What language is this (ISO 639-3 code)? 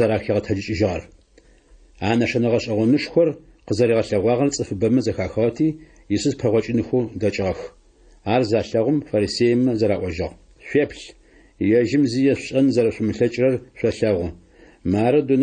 ady